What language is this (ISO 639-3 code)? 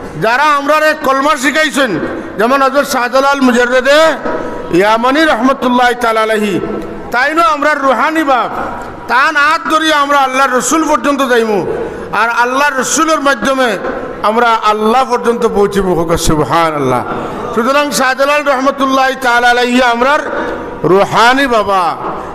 syl